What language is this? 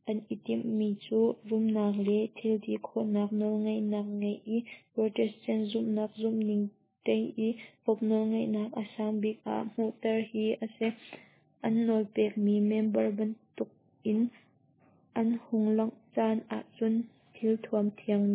Hakha Chin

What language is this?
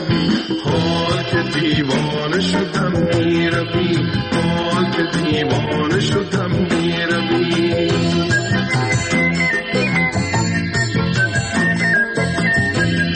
Persian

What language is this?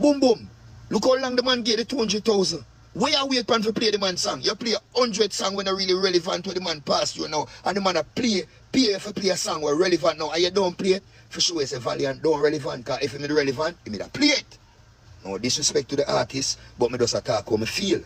Jamaican Creole English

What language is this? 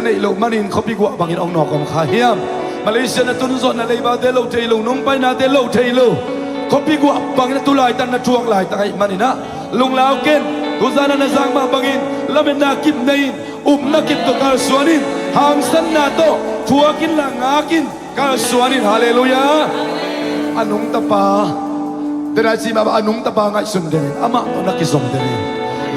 Tedim Chin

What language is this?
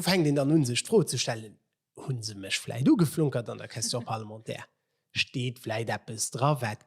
Luxembourgish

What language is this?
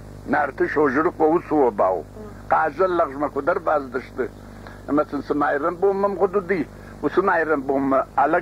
Ossetic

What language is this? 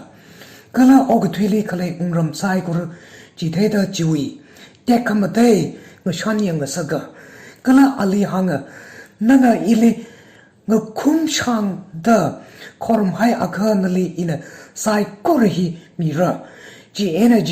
Tangkhul Naga (India)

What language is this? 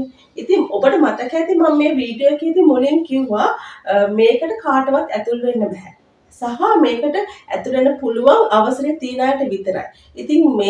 Sinhala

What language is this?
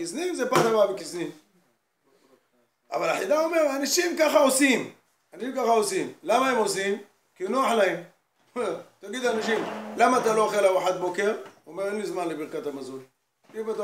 Hebrew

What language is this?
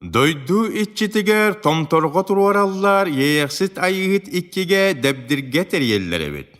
Yakut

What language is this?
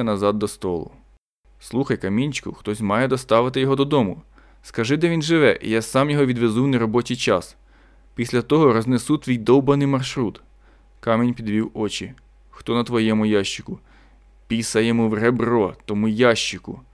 Ukrainian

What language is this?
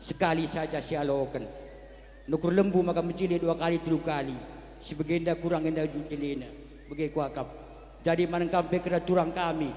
Batak Karo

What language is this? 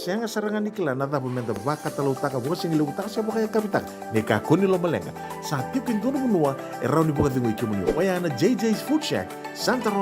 Fijian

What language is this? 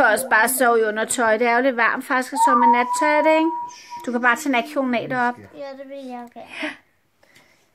Danish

